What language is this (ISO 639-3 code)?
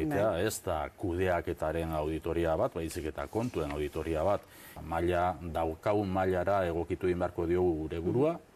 eus